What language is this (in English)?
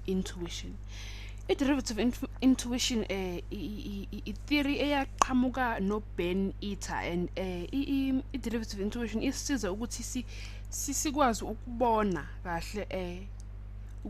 Zulu